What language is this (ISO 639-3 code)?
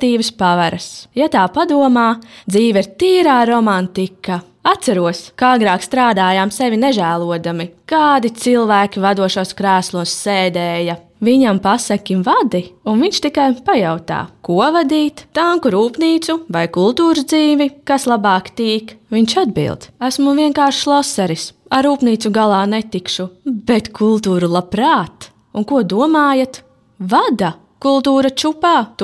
lav